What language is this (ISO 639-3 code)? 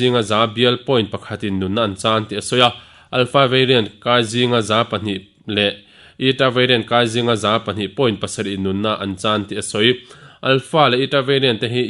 lus